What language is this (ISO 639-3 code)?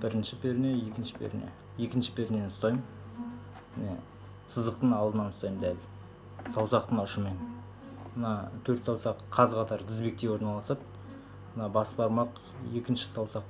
kaz